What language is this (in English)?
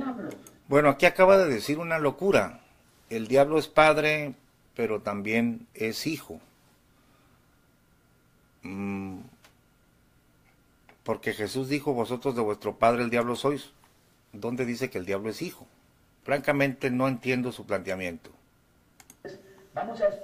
Spanish